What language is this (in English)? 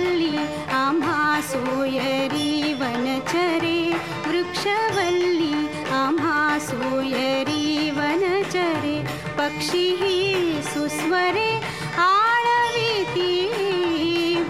Marathi